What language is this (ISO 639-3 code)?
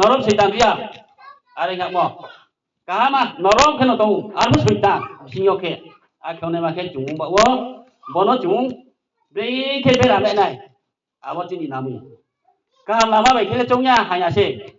ria